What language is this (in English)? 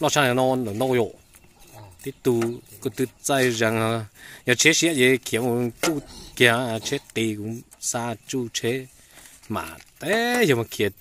Hmong